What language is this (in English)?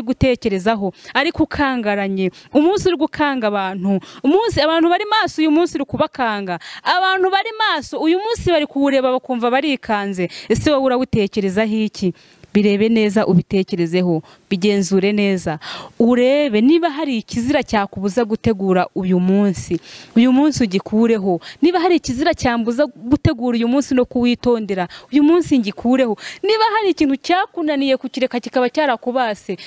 Kinyarwanda